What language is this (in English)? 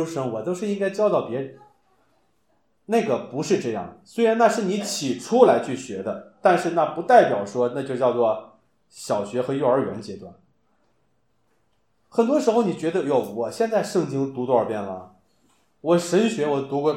Chinese